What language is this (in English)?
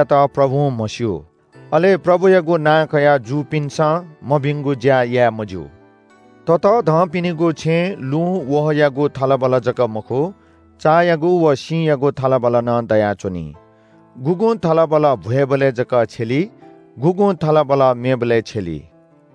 Newari